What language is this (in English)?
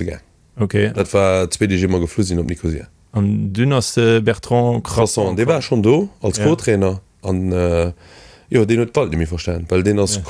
Luxembourgish